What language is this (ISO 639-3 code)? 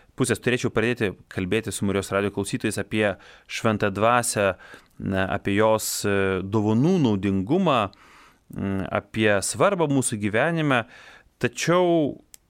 lit